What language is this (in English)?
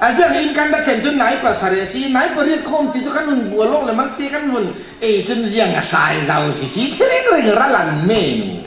Falam Chin